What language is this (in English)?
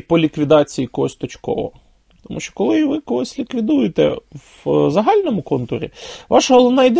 Ukrainian